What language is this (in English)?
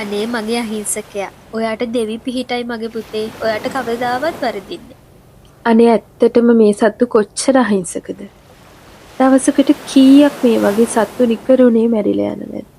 Sinhala